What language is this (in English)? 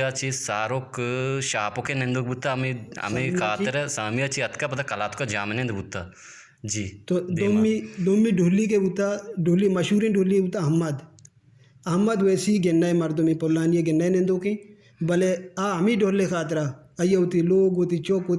Eastern Balochi